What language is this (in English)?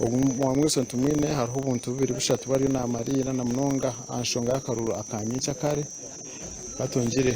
Nyankole